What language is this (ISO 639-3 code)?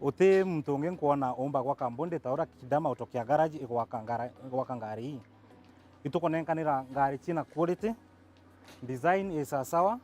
mer